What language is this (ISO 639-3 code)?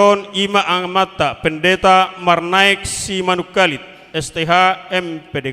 bbc